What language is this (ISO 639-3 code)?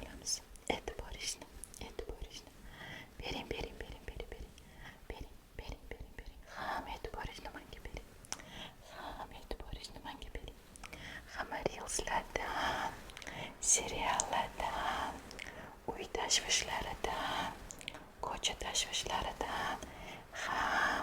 uzb